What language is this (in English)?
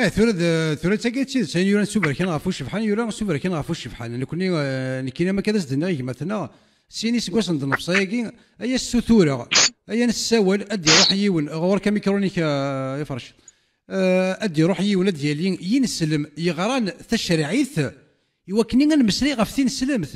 Kabyle